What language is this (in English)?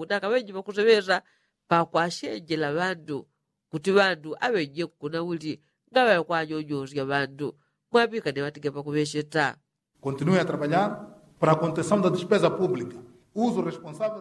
Yao